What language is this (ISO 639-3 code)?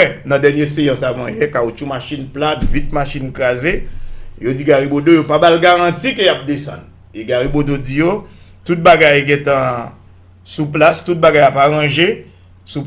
hat